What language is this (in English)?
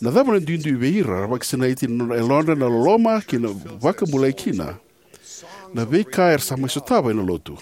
Fijian